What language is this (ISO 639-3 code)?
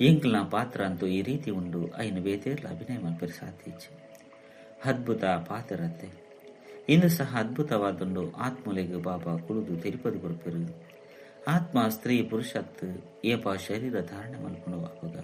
tcy